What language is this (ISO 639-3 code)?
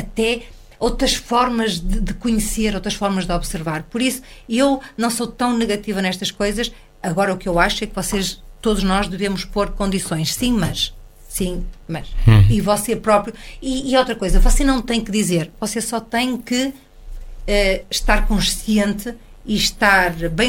por